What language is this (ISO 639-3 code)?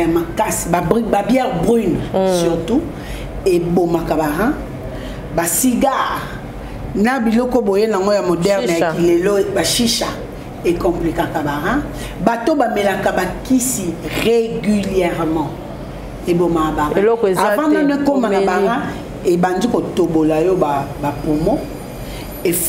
lin